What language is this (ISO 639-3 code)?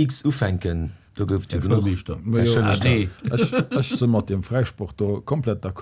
ltz